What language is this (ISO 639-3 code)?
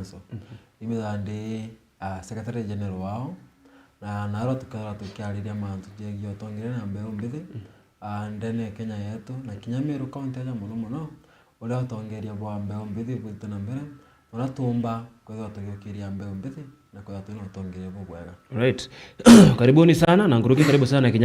mer